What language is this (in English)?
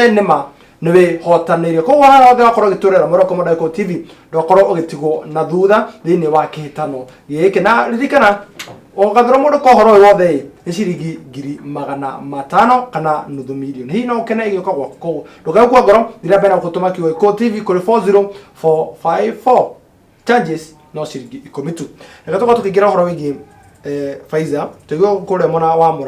Kikuyu